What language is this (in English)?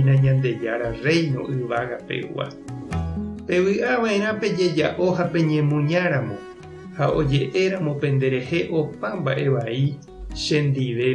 Guarani